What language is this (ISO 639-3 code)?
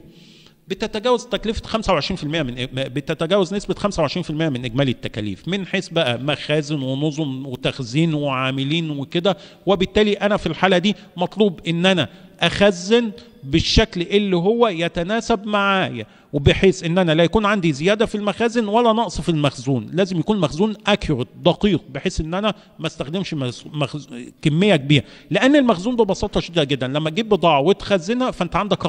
arz